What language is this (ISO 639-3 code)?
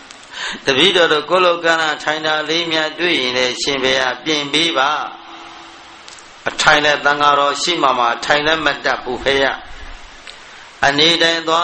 mya